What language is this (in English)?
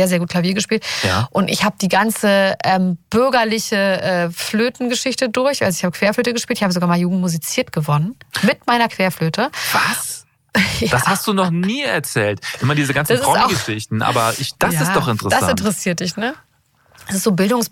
German